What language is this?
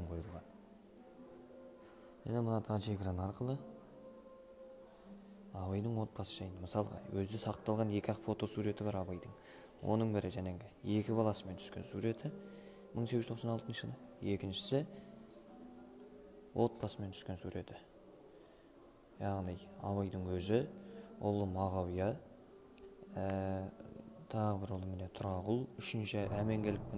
Kazakh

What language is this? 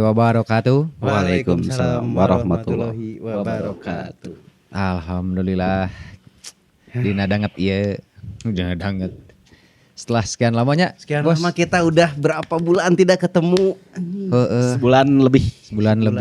Sundanese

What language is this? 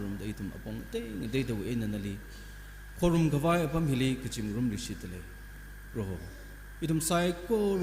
Tangkhul Naga (India)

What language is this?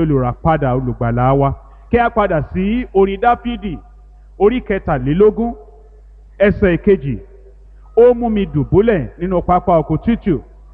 Yoruba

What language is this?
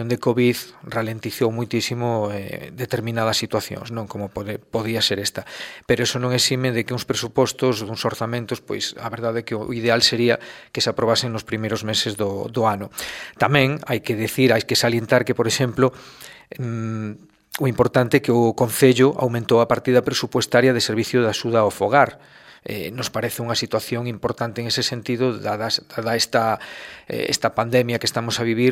Galician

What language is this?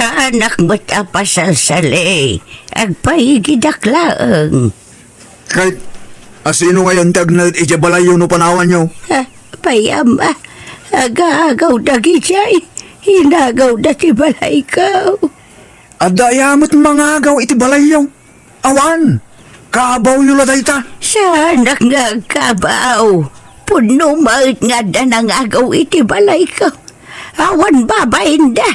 Iloko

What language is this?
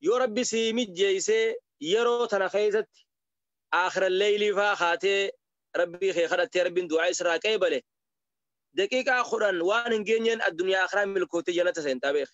Oromo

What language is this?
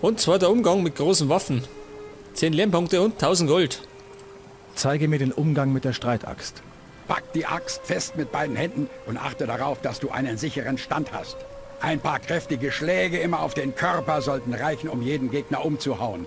Bavarian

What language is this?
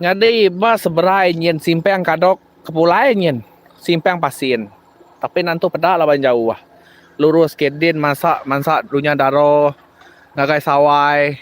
Iban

